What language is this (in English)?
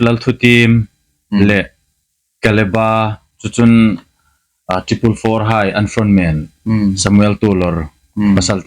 Hmar